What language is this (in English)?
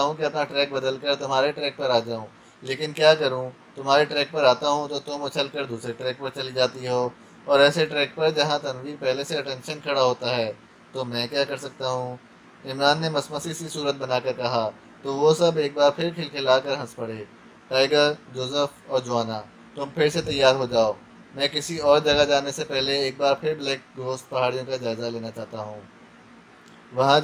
Urdu